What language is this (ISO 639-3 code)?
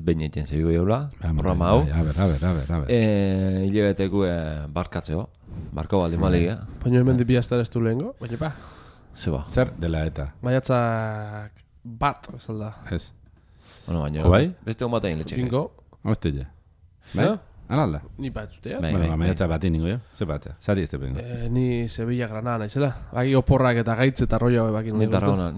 eus